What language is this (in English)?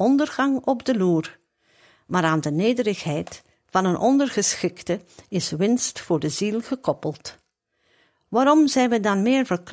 Dutch